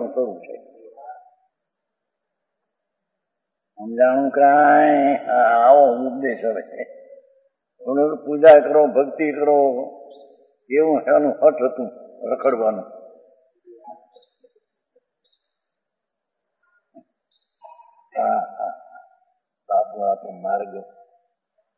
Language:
Gujarati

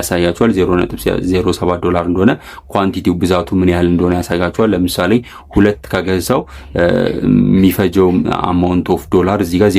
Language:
Amharic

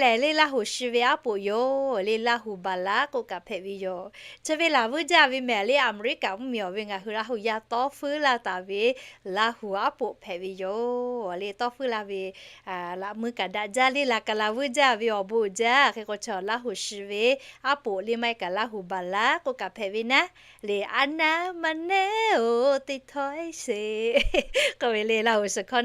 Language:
Lahu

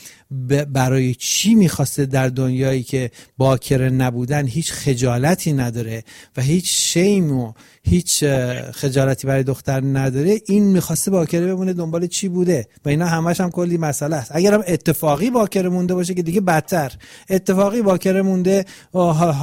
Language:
Persian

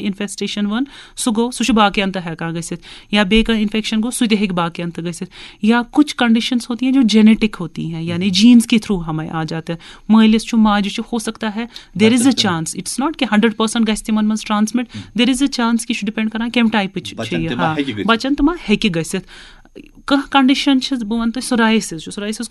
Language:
Kashmiri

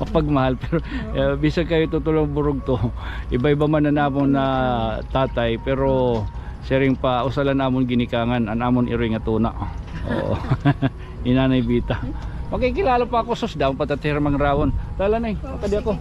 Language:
Waray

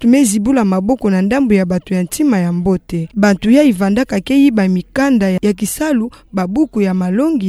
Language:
Kituba (Democratic Republic of Congo)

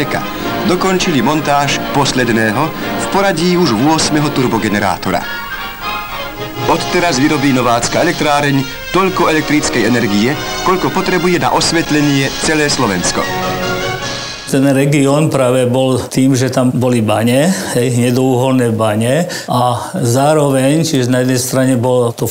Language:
Slovak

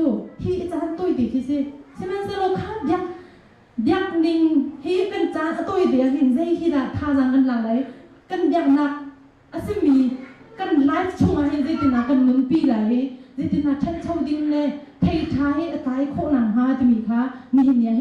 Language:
Hakha Chin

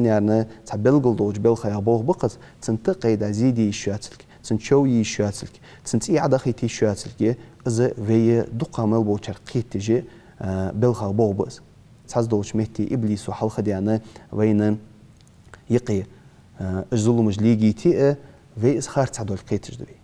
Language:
Ingush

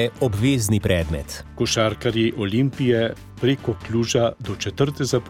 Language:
Slovenian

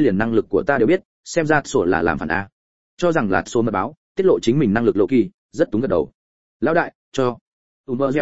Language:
Vietnamese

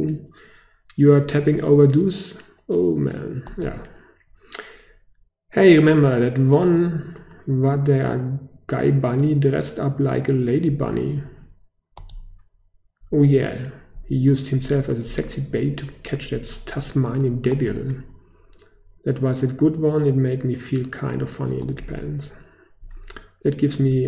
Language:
German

